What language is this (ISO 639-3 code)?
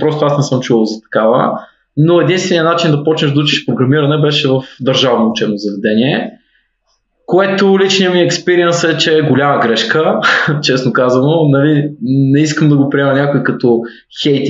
bul